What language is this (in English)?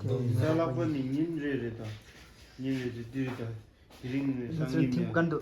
Tibetan